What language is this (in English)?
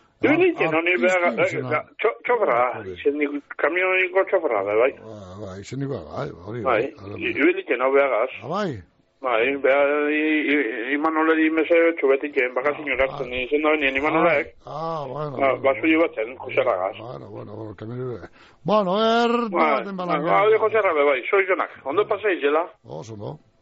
Basque